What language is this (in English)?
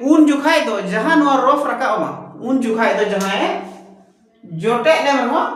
Santali